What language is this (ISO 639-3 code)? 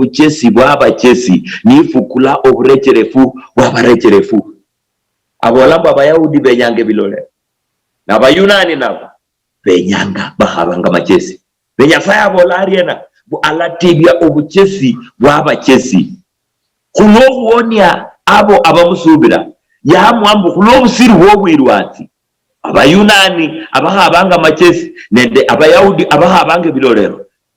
luy